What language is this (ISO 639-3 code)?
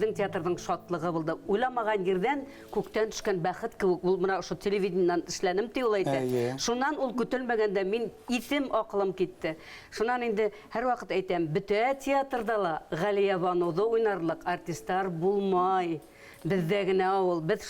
bak